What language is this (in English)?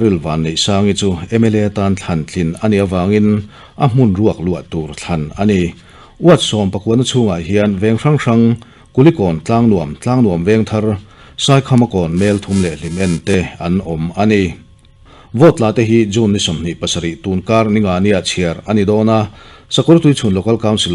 Mizo